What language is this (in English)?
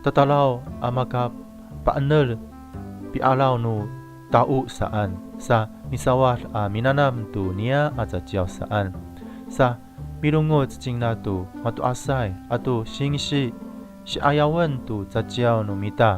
Amis